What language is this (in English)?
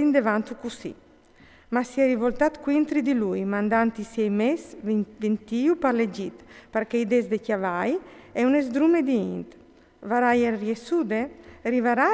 Friulian